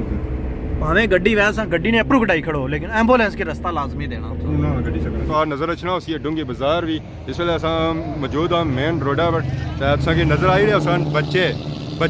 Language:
Pahari-Potwari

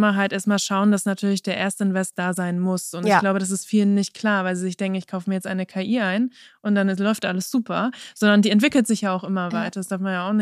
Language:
German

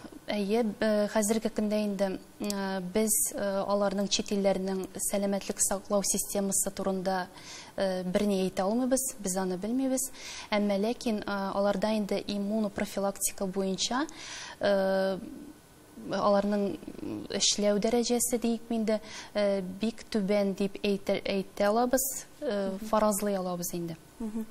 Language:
Tatar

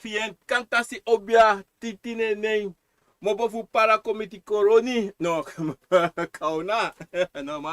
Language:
Sranan Tongo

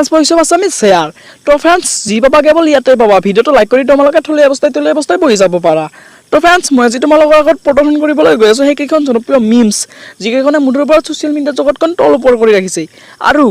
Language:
Assamese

